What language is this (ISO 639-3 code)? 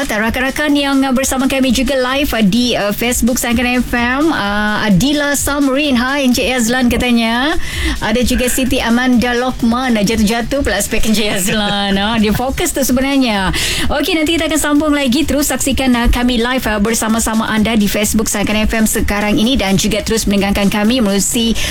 msa